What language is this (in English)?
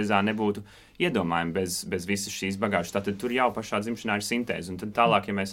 Latvian